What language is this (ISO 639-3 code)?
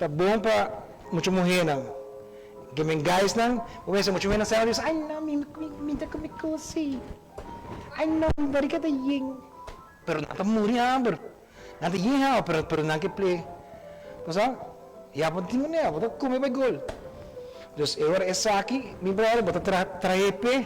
pap